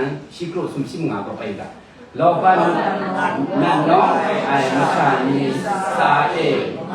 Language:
Kachin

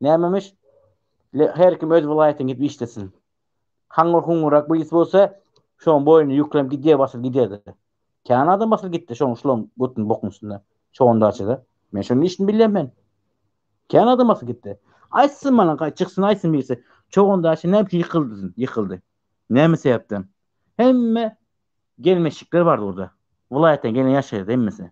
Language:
Turkmen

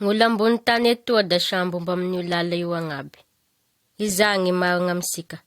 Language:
Malagasy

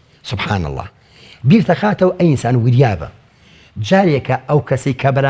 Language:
Central Kurdish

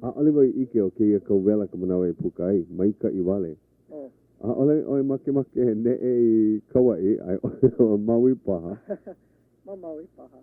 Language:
Hawaiian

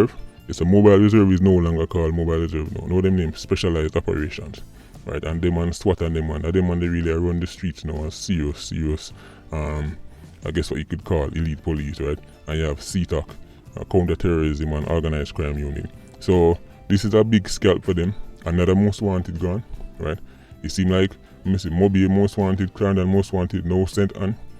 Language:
Jamaican Creole English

